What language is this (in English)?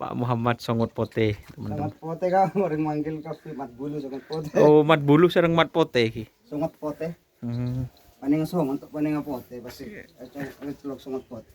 Madurese